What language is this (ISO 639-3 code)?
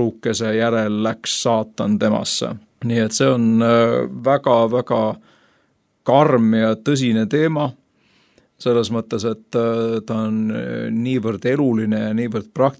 est